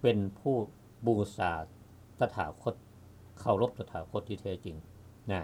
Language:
Lao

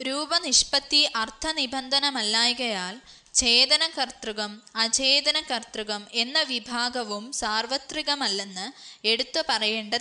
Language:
Malayalam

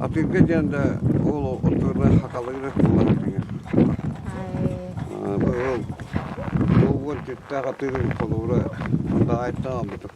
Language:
Yakut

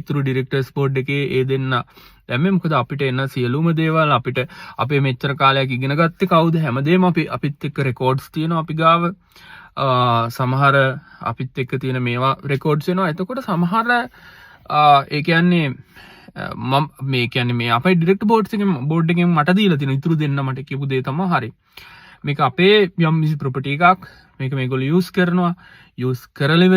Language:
Sinhala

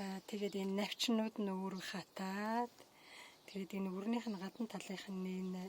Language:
Mongolian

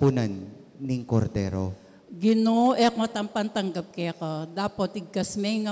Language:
Pampanga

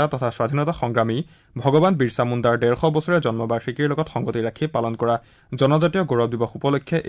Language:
Assamese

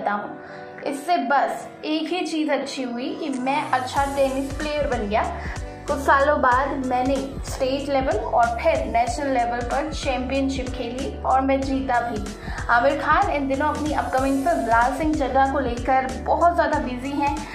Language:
Hindi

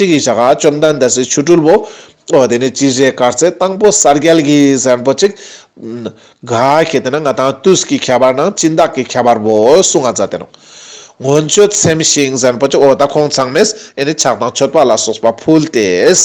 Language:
Ladakhi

